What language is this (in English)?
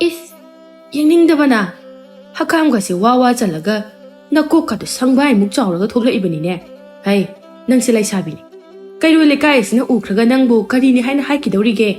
Manipuri